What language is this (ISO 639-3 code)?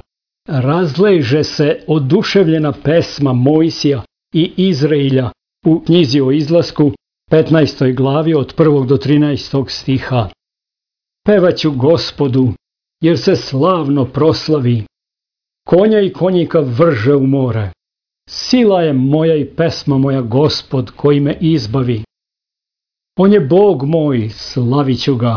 srp